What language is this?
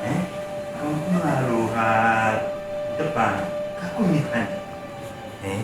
Dagbani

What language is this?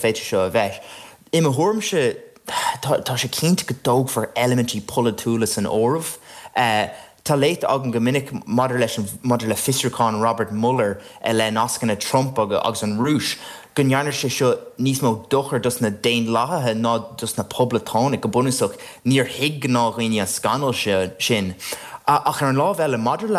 Irish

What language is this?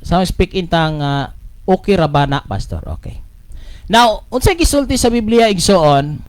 Cebuano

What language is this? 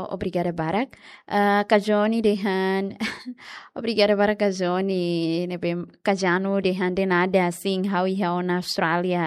Tetum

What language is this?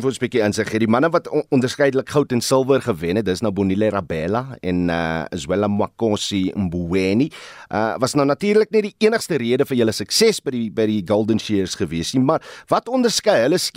Afrikaans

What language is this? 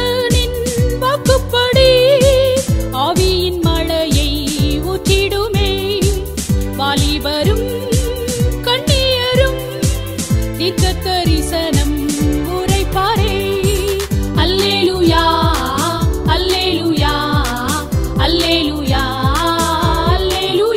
Tamil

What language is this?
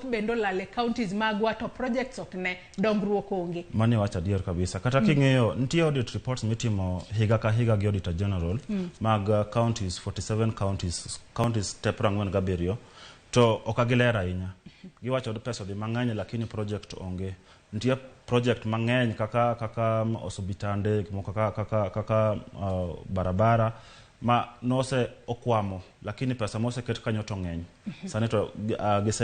Luo (Kenya and Tanzania)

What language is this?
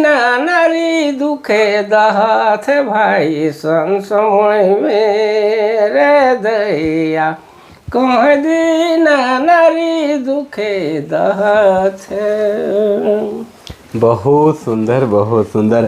Sadri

